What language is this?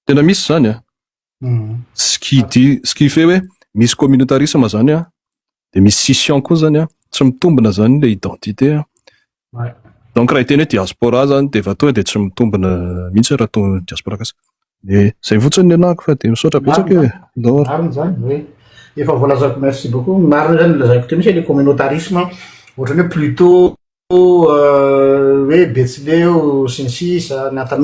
Malagasy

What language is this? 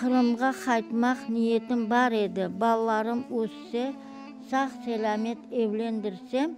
Crimean Tatar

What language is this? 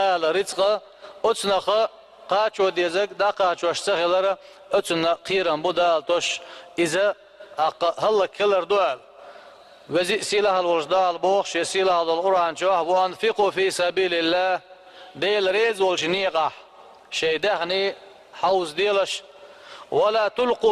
Chechen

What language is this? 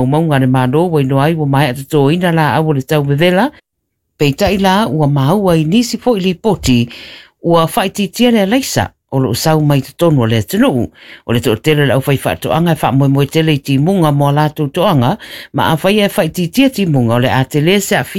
Samoan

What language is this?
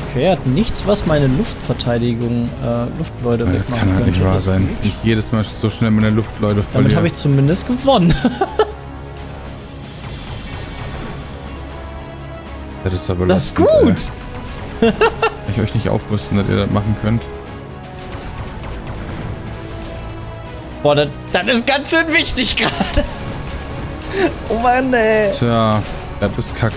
German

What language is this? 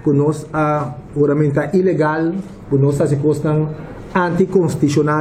Papiamento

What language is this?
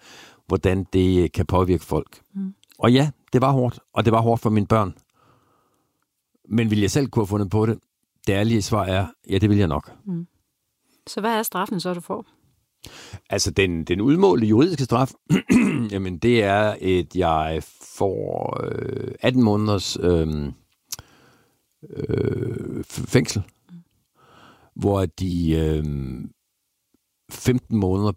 Danish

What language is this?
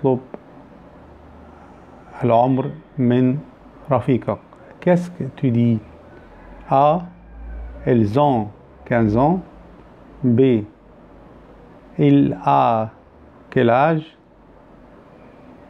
French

